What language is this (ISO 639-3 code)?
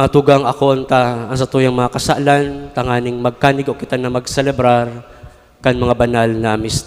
bik